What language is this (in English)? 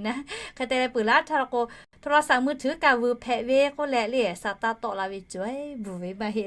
Lahu